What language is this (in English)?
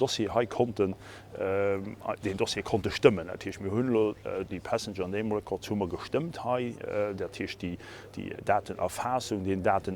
Luxembourgish